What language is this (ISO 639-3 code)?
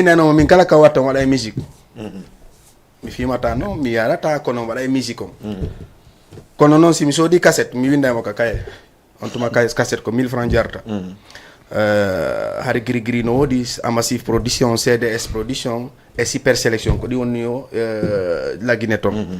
ful